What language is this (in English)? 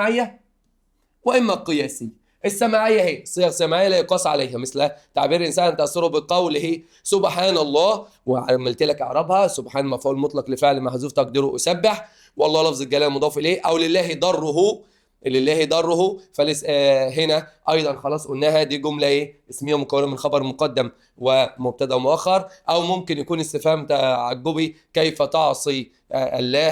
Egyptian Arabic